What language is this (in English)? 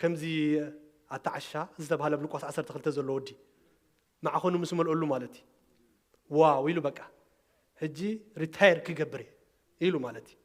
Tigrinya